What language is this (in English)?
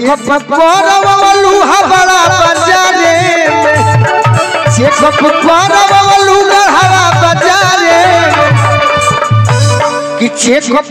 Bhojpuri